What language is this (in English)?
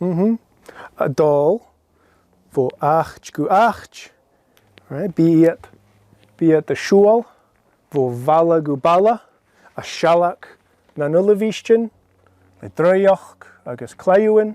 Scottish Gaelic